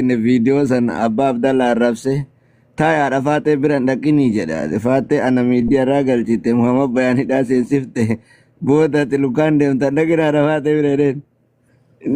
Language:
Oromo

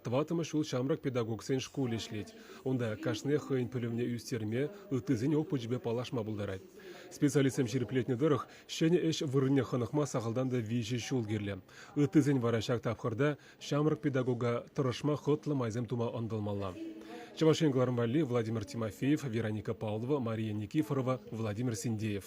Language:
Chuvash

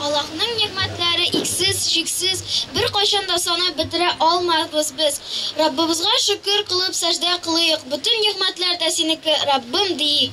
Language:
Bashkir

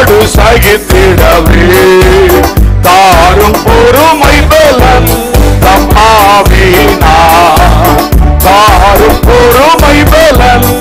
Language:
Tamil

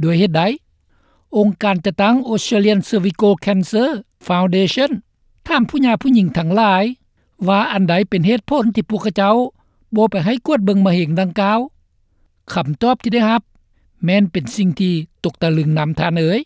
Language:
Lao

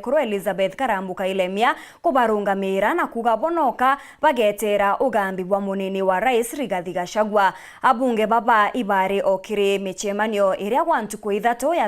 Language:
Meru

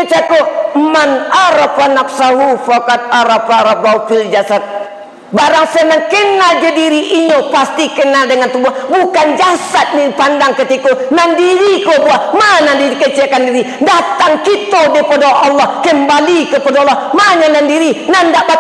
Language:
Minangkabau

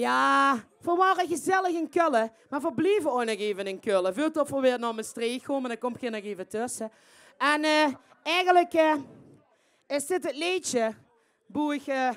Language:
Limburgish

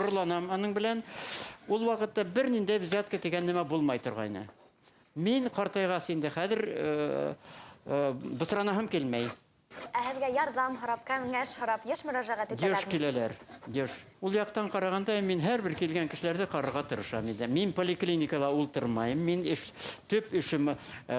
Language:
Bashkir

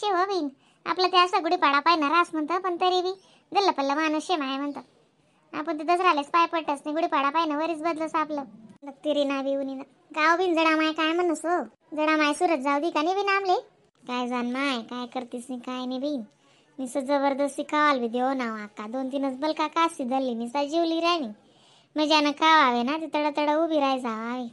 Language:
Khandesi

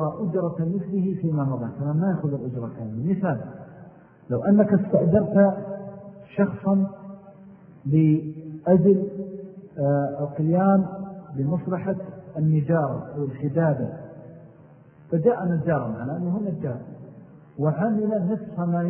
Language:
Arabic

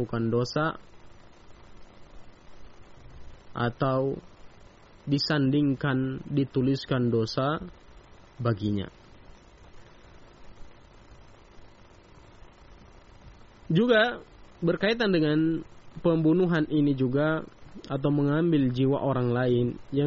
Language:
Indonesian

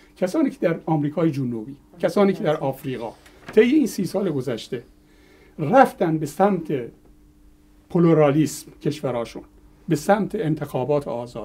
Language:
Persian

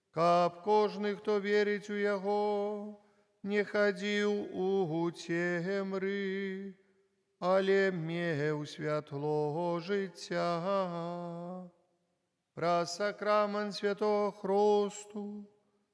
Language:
Belarusian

